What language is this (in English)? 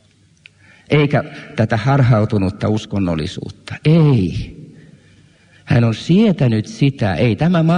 Finnish